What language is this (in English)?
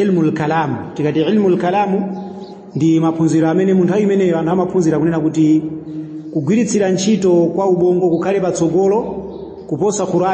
Nyanja